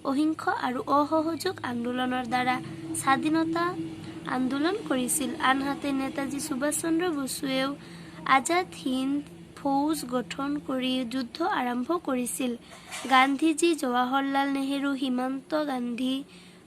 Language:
Assamese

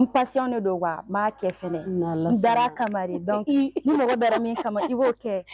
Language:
Bambara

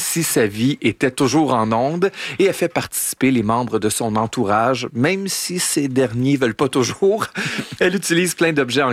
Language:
French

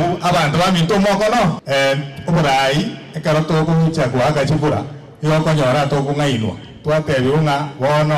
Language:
Gusii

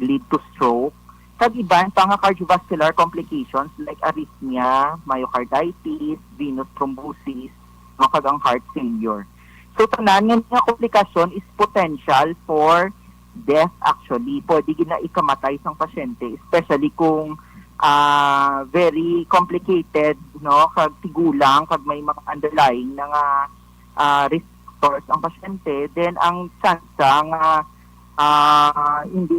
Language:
Hiligaynon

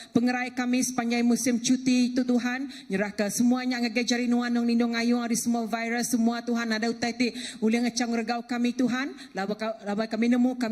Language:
Iban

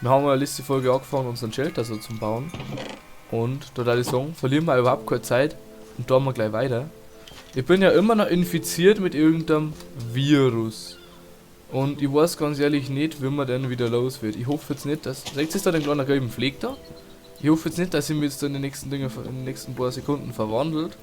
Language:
Bavarian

